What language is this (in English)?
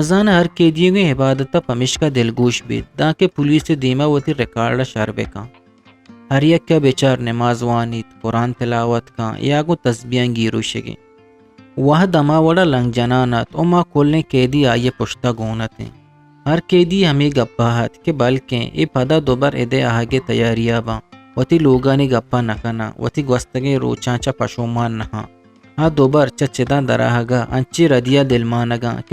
Eastern Balochi